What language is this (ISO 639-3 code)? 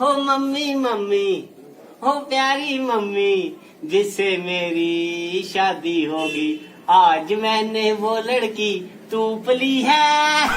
doi